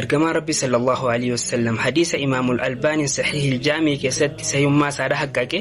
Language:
Oromo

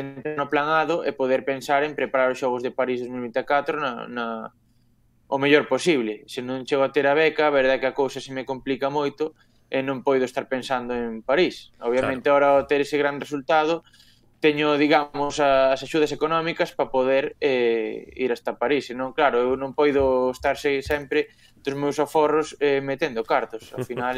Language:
Galician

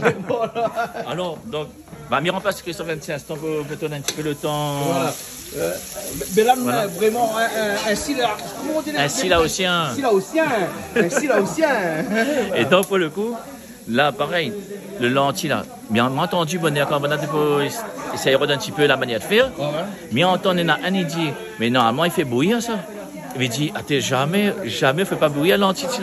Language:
Réunion Creole French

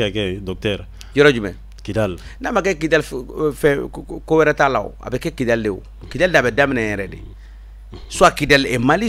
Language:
Bambara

